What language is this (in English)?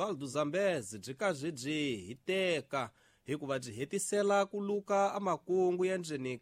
Tsonga